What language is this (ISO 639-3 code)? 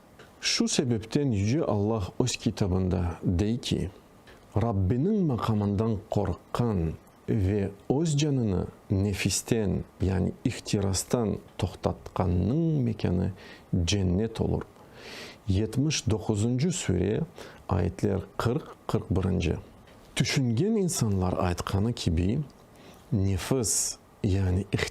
crh